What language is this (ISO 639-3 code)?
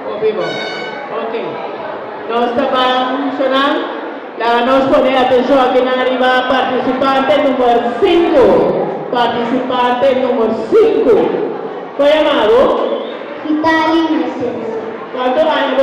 pap